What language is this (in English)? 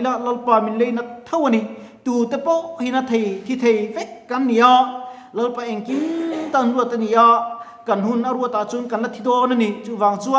Mizo